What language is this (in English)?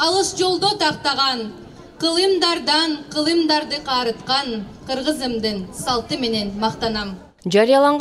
Kyrgyz